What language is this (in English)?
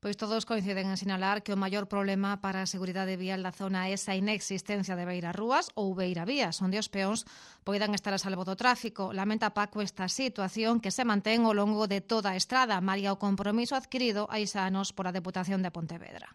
Galician